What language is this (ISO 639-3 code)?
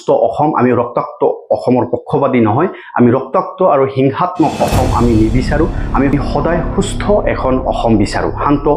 asm